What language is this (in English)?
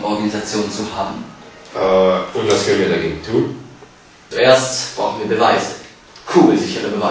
Swiss German